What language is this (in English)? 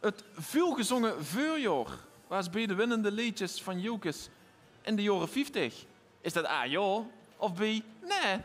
Limburgish